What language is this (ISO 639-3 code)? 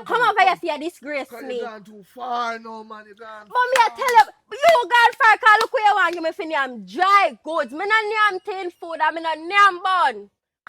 jam